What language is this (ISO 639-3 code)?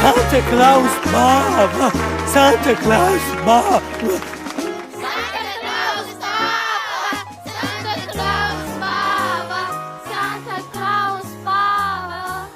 tuk